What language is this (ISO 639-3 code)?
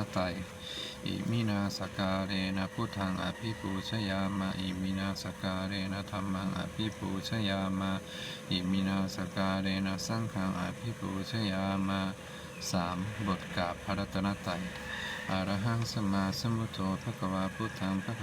pli